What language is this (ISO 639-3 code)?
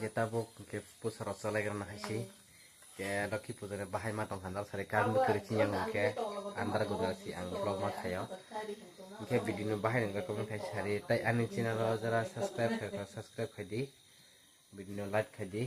trp